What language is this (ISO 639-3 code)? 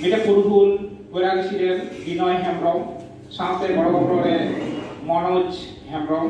sat